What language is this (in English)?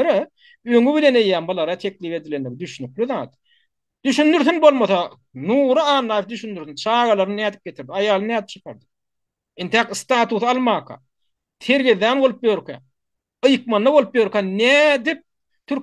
Turkmen